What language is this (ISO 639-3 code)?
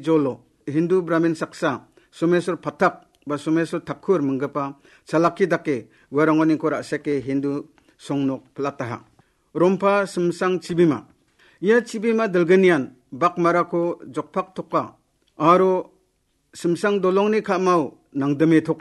grt